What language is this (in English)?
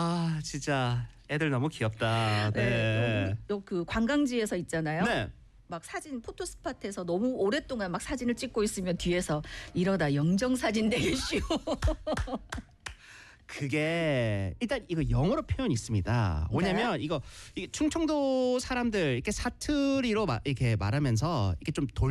Korean